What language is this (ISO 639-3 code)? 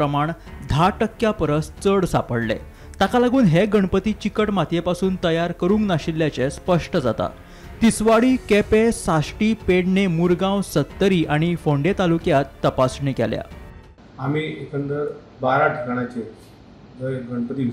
kok